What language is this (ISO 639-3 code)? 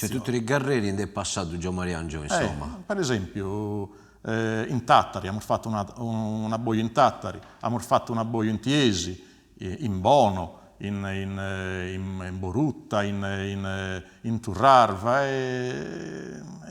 srd